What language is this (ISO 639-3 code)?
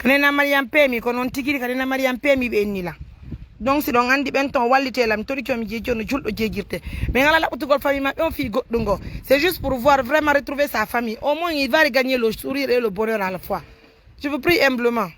fuf